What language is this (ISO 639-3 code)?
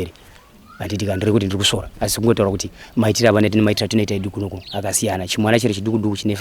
sna